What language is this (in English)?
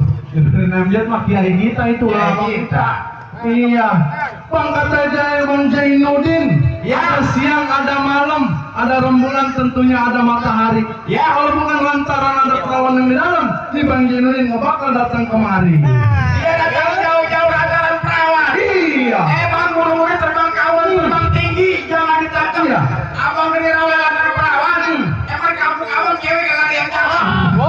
Betawi